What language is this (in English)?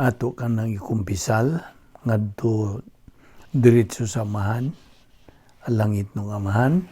Cebuano